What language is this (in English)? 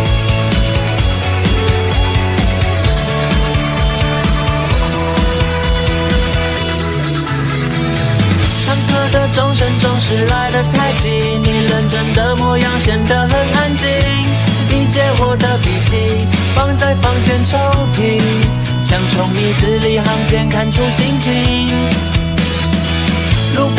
Chinese